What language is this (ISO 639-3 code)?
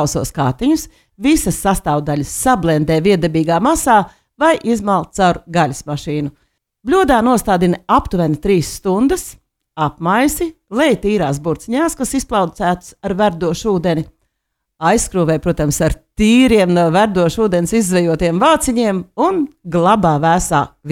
lav